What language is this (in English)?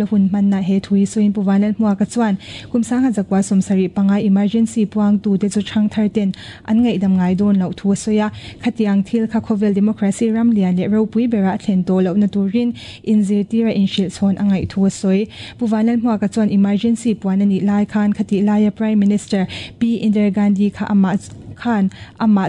Mizo